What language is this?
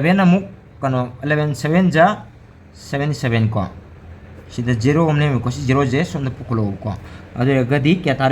Manipuri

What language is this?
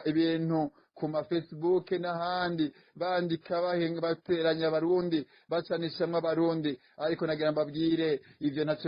Rundi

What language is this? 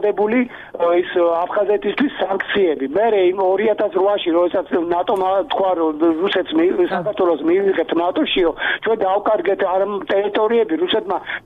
Georgian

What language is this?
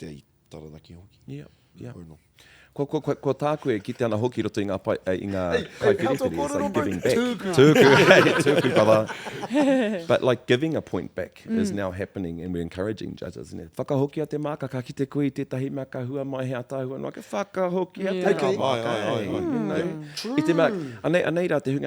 Māori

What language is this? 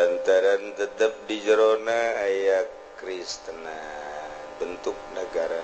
Sundanese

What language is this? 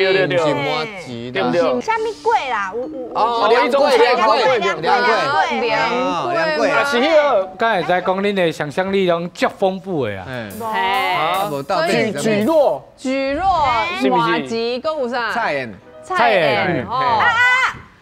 Min Nan Chinese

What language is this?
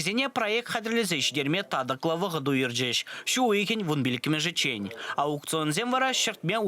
Chuvash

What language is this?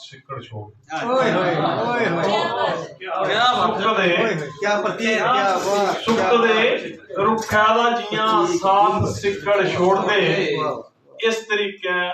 Dogri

